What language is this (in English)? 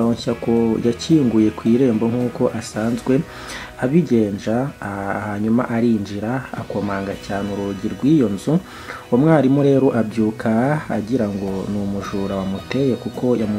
Kinyarwanda